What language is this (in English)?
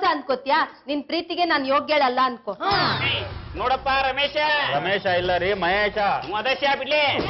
Kannada